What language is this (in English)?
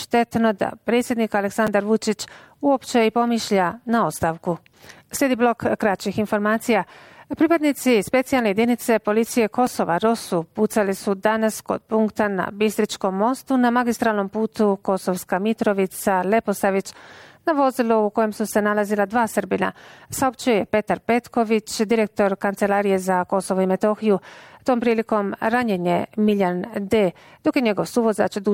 Bosnian